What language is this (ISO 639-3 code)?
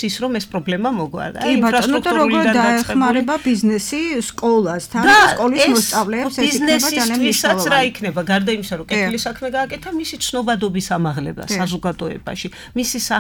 kat